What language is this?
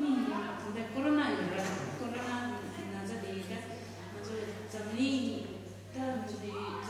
Tibetan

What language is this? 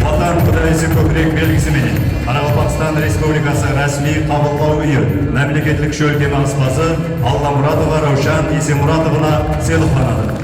Kara-Kalpak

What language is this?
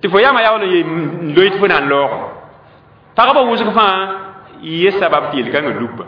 Mossi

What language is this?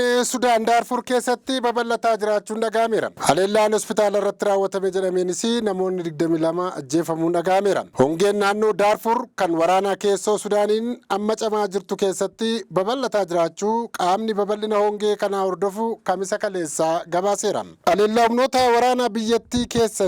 Oromo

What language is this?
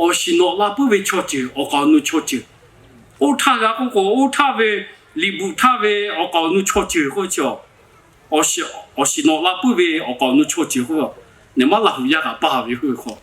Lahu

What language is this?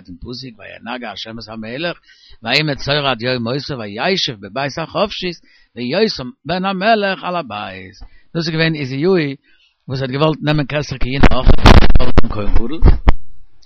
Yiddish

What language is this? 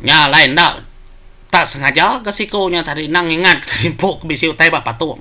Iban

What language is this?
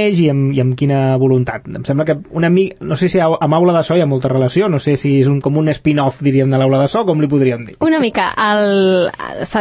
Catalan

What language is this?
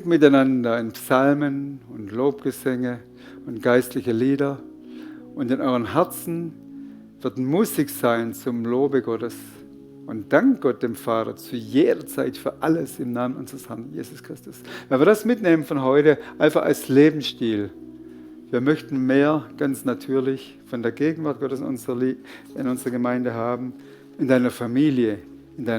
Swiss German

